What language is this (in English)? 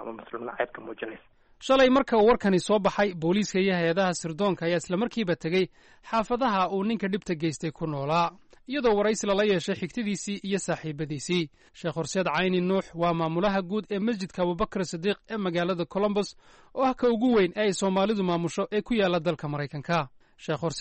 Somali